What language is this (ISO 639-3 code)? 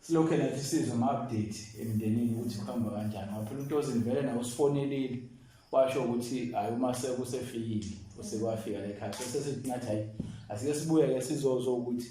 zul